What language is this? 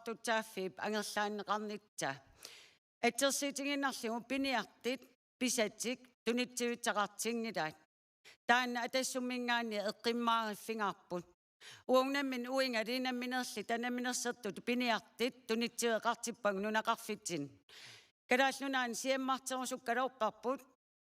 Kalaallisut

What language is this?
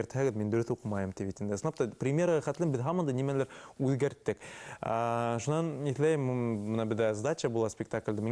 Bashkir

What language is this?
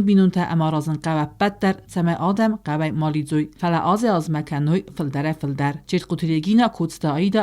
Ossetic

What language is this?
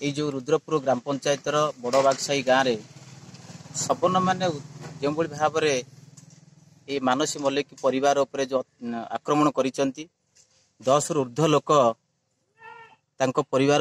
Odia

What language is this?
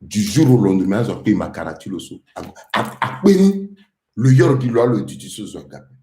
Sango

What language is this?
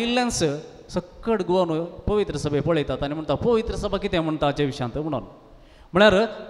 Konkani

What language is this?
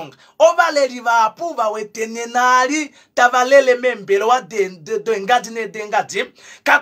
Kuanyama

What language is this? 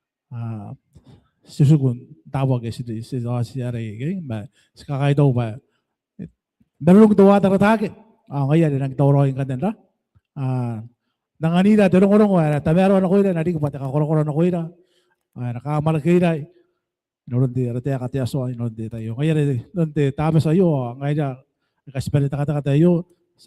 Gilbertese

